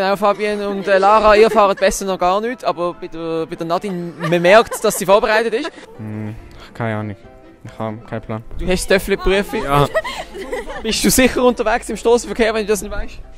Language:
Swiss German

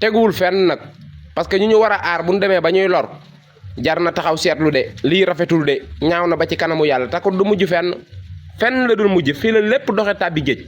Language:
Wolof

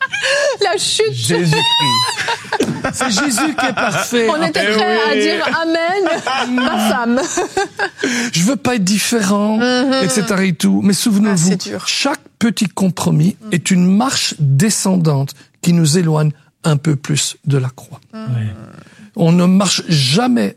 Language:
French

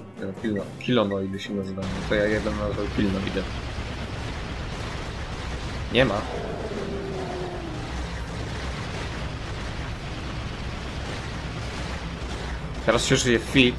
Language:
Polish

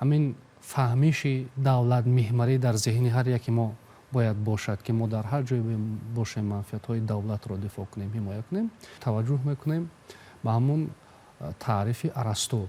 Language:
Tajik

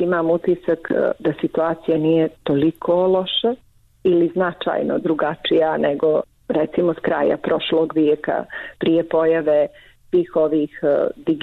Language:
Bosnian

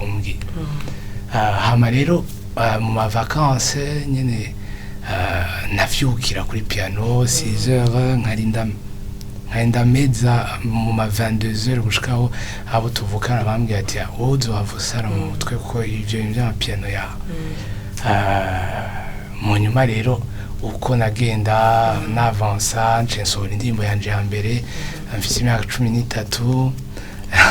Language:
Rundi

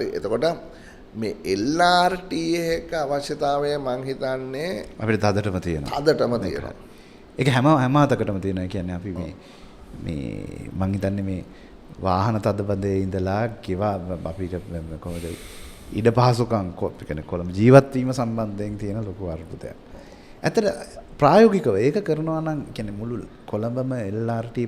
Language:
Sinhala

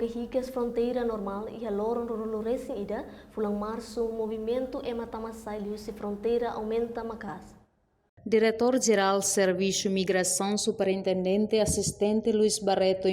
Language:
Tetum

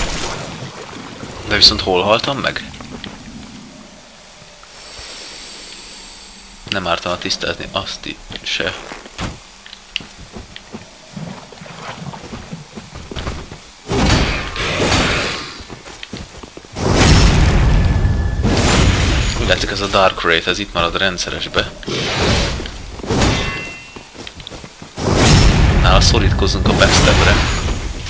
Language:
Hungarian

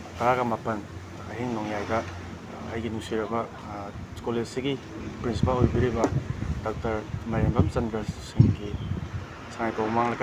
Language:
Manipuri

